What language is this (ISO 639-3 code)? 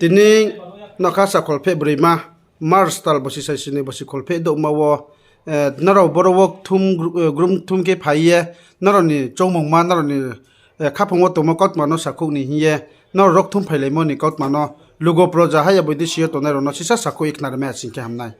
ria